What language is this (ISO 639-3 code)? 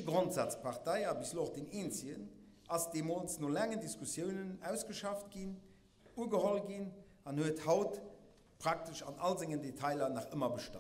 ltz